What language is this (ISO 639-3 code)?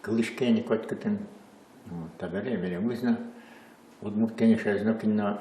udm